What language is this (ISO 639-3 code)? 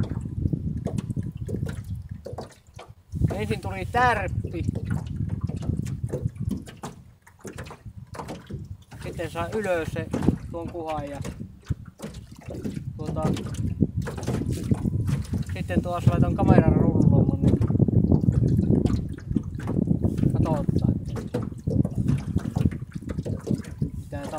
fin